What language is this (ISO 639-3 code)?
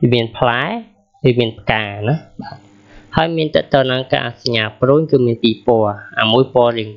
khm